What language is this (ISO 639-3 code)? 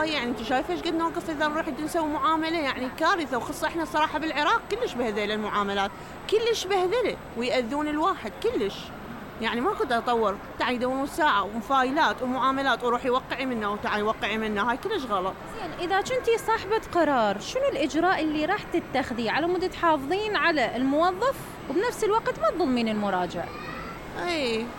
acm